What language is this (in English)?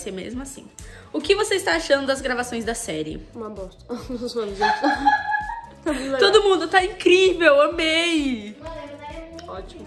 Portuguese